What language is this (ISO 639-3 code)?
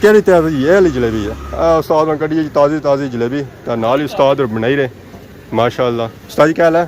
phr